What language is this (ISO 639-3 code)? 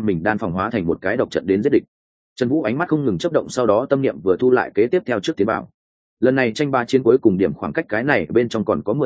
vie